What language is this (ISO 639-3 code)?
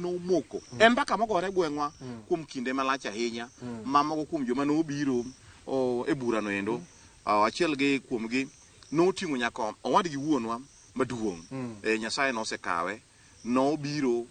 luo